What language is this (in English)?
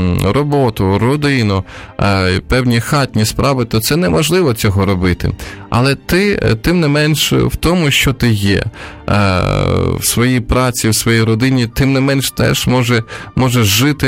Ukrainian